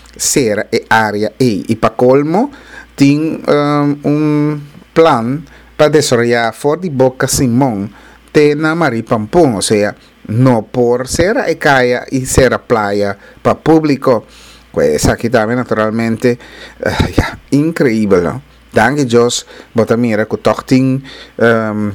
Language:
Papiamento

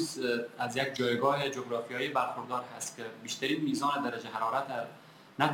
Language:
Persian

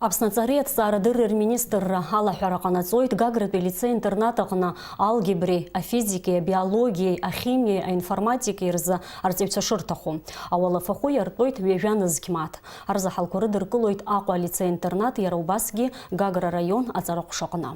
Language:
Abkhazian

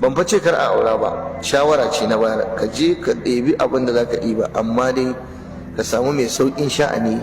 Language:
Hausa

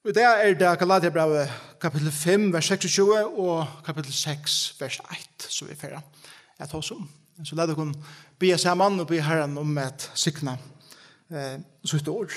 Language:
Faroese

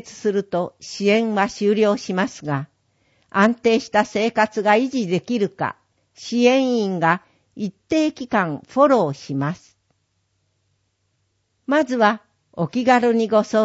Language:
Japanese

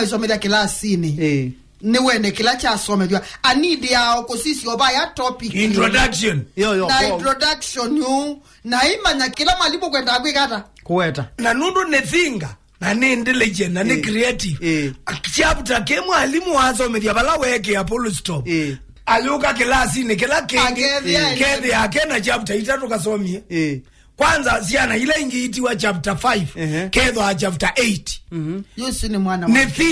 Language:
Kamba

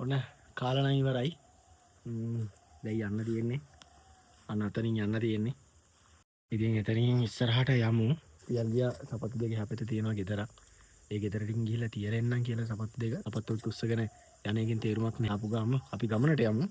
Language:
Sinhala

